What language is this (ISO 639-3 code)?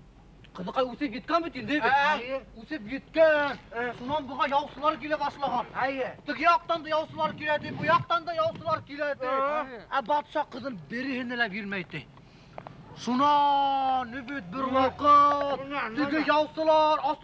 bak